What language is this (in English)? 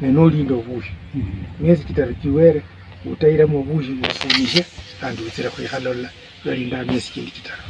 Luyia